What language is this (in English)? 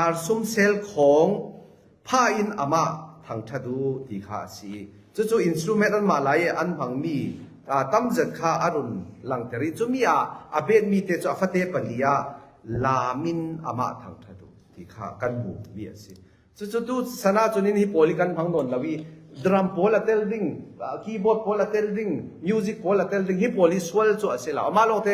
Falam Chin